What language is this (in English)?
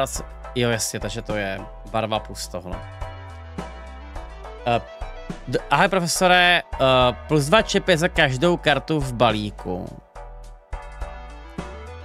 Czech